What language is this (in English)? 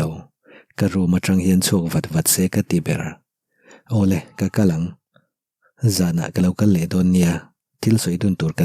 Mizo